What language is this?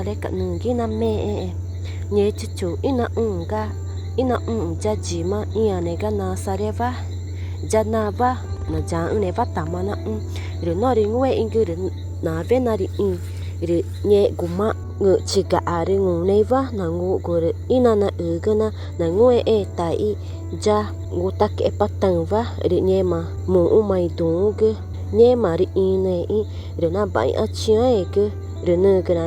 Ticuna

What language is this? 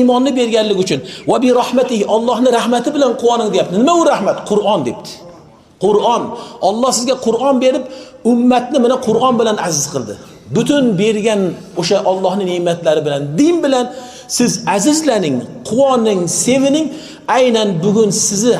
Uzbek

